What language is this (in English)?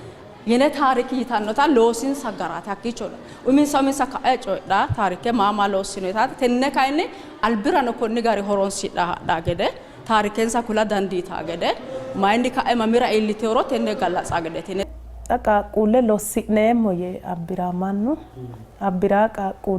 Sidamo